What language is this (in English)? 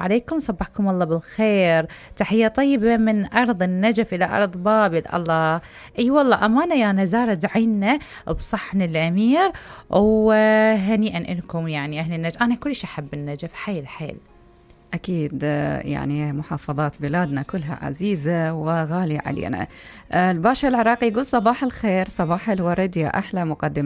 Mesopotamian Arabic